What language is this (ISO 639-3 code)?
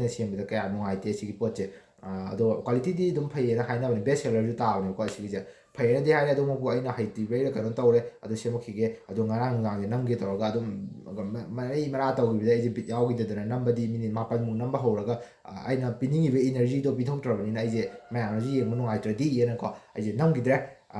mni